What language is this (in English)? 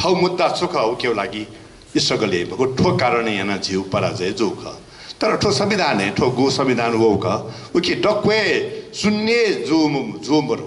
Newari